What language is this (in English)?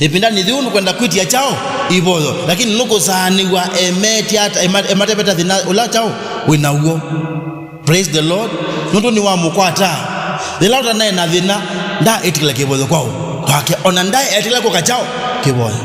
Kamba